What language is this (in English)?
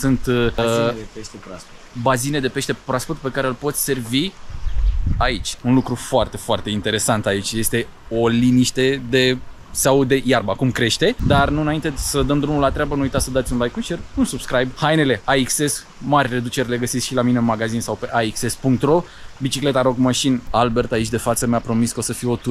Romanian